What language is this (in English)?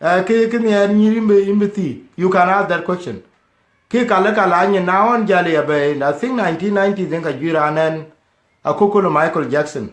Dinka